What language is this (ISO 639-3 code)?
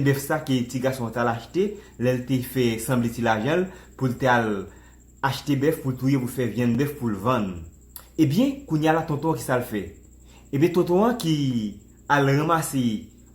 hat